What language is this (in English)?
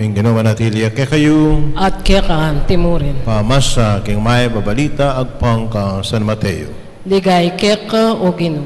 Pampanga